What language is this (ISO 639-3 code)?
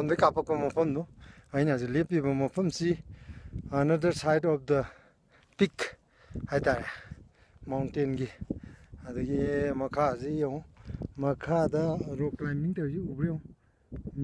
mni